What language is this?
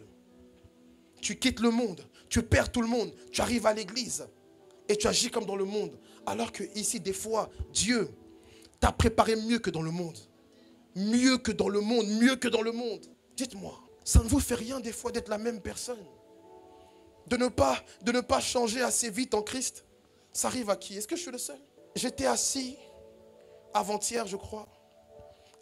French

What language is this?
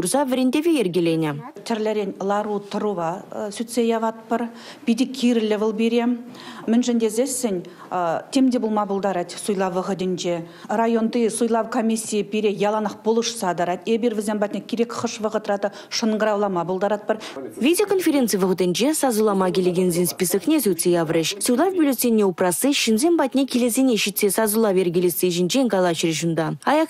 Chuvash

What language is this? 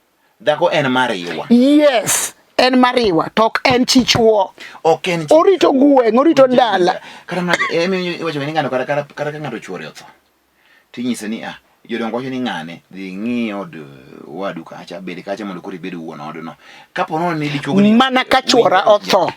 Luo (Kenya and Tanzania)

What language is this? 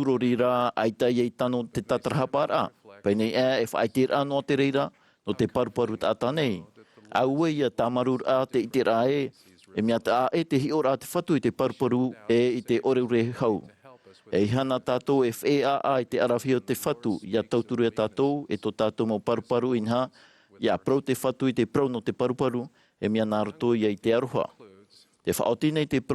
Tahitian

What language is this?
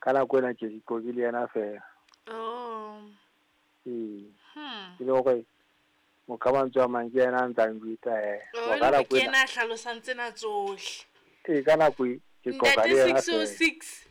Southern Sotho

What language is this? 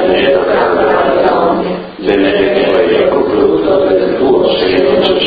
Italian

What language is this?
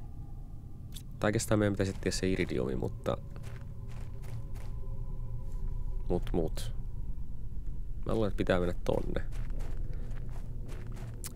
Finnish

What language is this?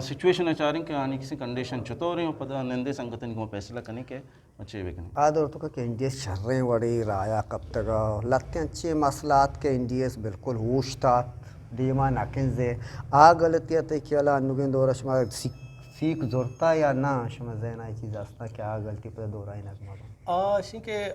Eastern Balochi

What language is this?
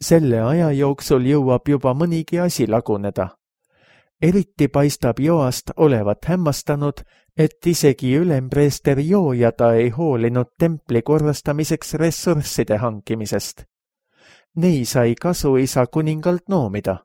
Estonian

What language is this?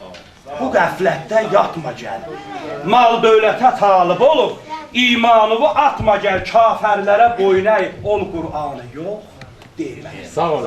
South Azerbaijani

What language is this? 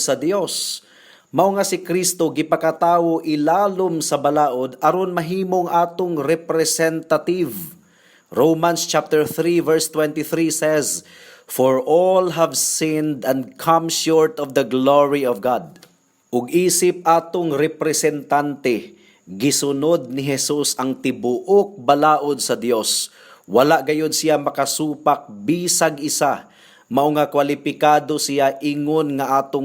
Cebuano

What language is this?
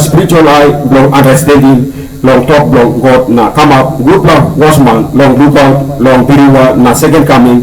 Tok Pisin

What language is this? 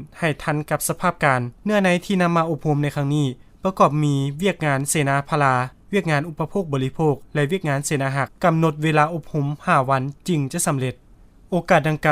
Lao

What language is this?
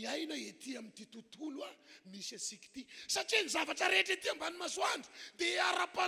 Malagasy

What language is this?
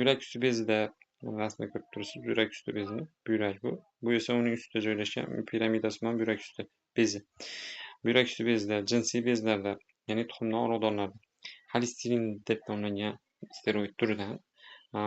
Uzbek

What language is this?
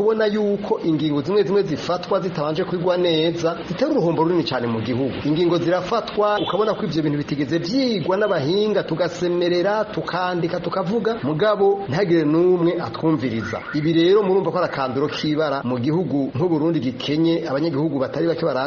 Rundi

